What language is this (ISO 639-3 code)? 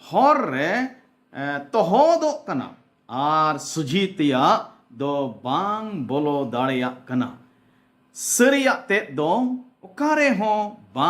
sat